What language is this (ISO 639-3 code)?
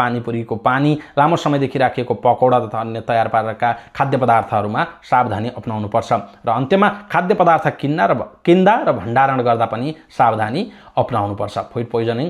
nep